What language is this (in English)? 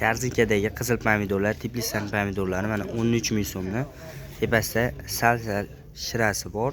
Uzbek